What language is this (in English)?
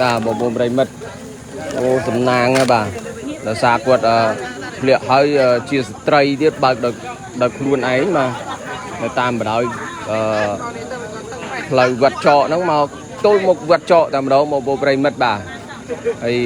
Khmer